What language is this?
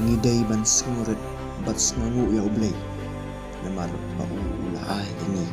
Khasi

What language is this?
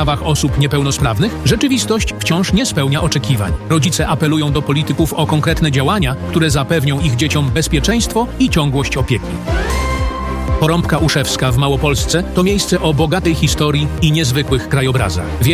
Polish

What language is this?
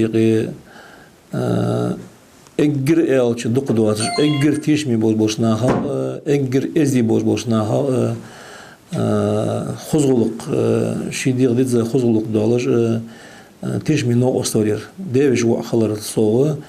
Ingush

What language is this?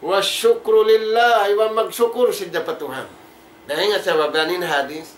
Tausug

